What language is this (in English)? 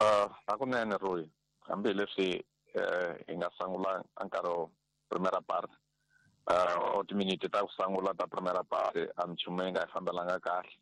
Tsonga